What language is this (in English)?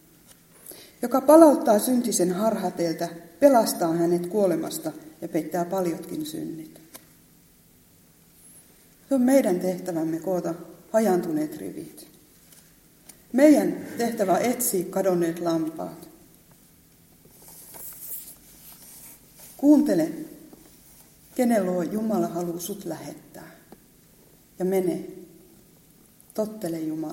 Finnish